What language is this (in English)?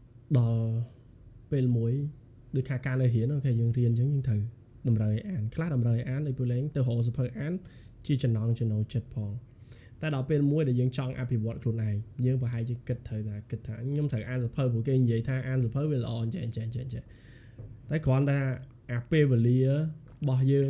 Khmer